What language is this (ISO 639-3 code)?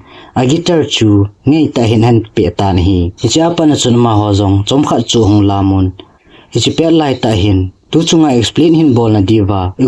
tcz